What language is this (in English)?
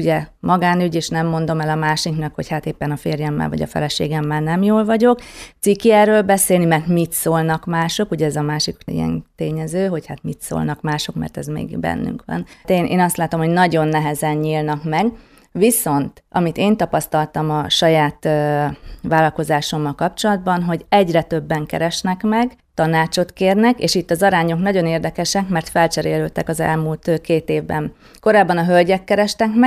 Hungarian